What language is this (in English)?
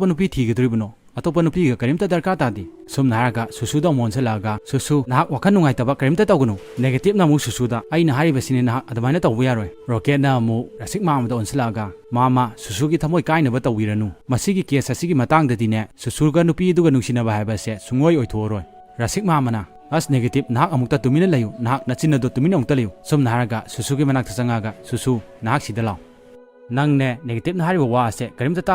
Manipuri